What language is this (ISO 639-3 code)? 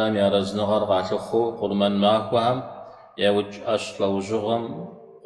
kbd